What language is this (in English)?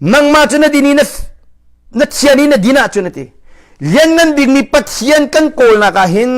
Hakha Chin